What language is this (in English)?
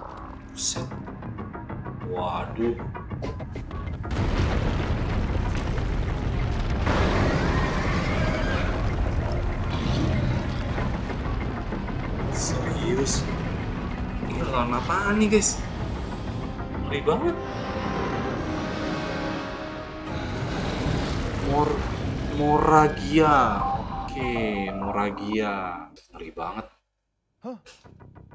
Indonesian